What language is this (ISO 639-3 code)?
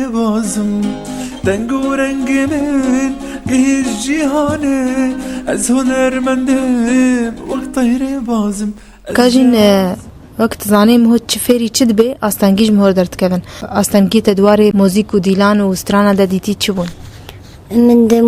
kur